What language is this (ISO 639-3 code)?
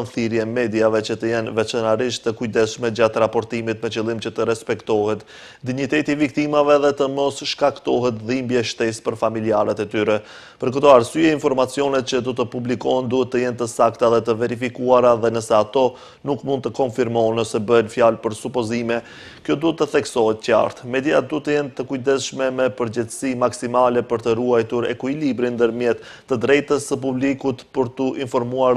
sqi